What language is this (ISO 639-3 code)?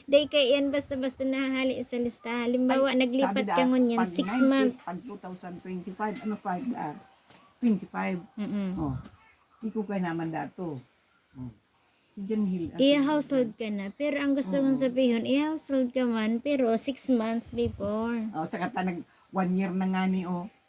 bik